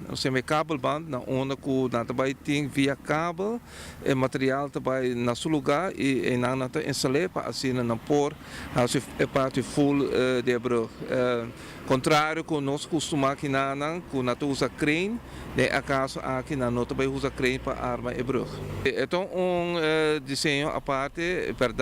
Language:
Papiamento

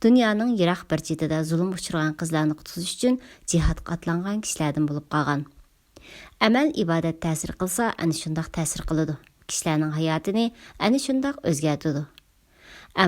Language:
Uyghur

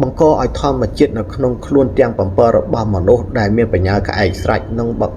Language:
Khmer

